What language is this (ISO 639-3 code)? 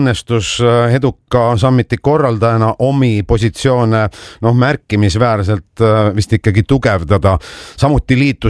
est